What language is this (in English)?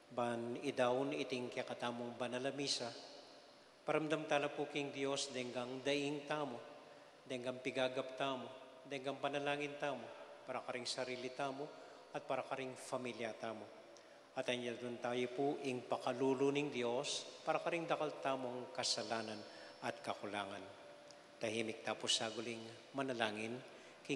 Pampanga